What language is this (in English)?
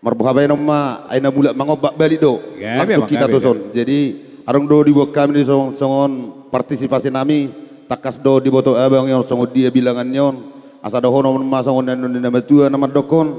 Batak Toba